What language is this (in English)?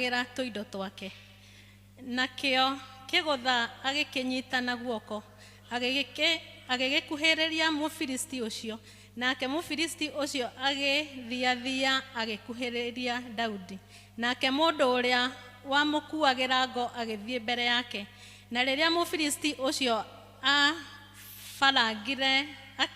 Kikuyu